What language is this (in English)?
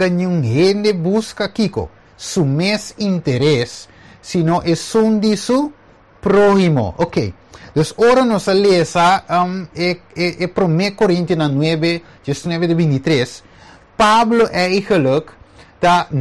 Papiamento